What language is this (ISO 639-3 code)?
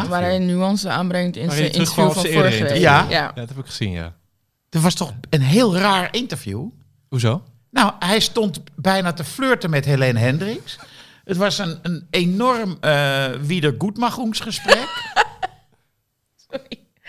nld